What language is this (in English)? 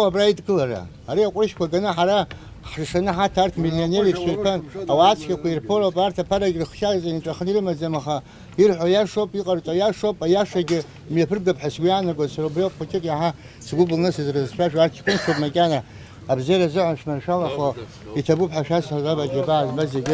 Abkhazian